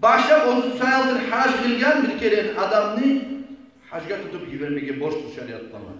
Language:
Kumyk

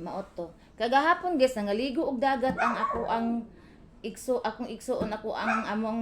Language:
Cebuano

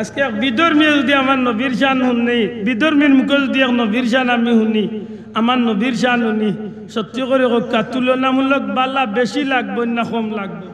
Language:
Sylheti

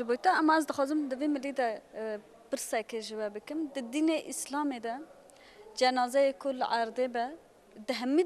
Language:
Kurdish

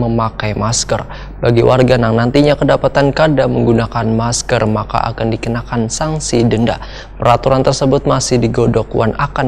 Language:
Banjar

